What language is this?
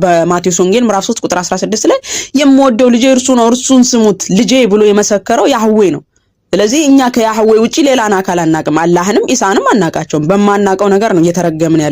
Amharic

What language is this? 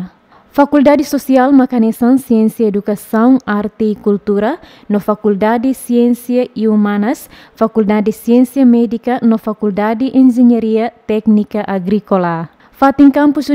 Tetum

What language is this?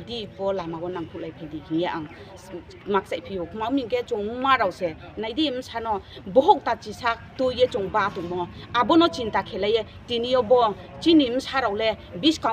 Kok Borok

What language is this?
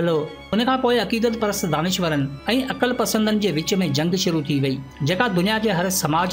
Sindhi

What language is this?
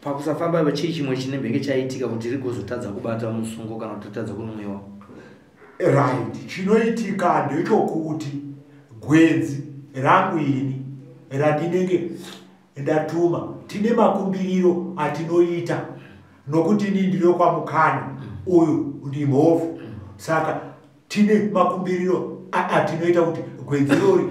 Shona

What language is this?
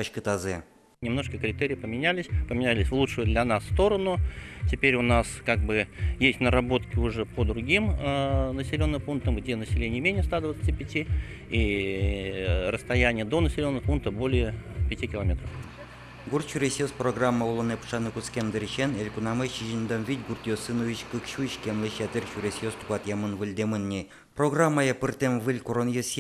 Udmurt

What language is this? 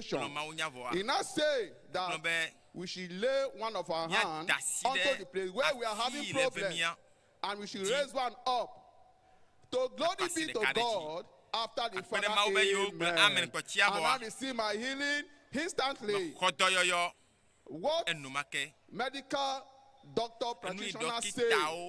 Ewe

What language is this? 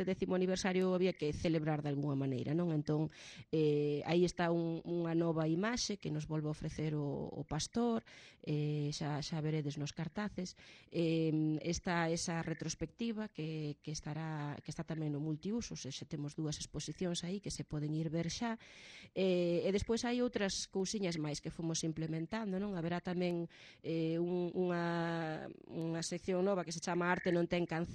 Galician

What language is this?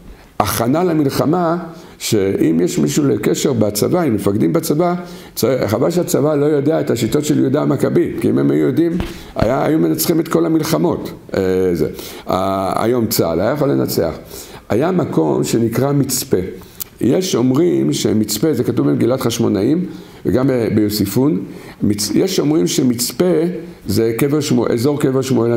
Hebrew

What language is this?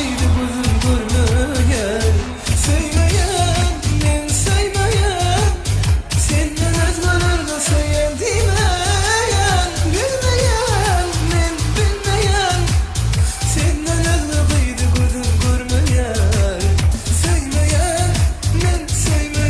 Turkmen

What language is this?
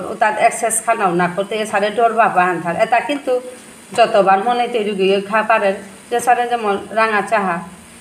Bishnupriya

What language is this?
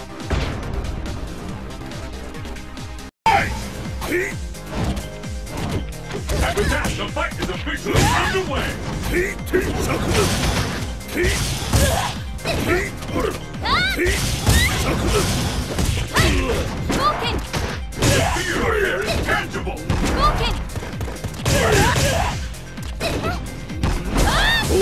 English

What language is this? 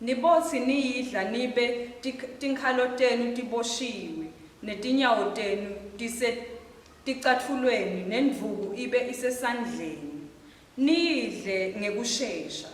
Swati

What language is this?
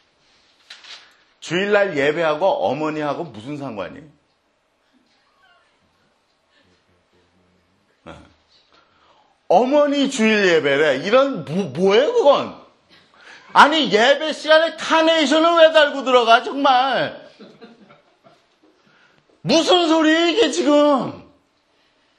Korean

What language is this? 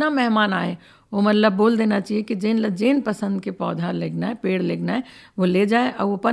Chhattisgarhi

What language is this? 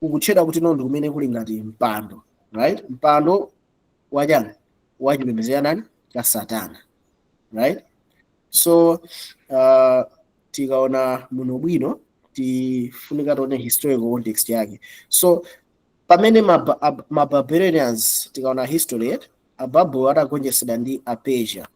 Nyanja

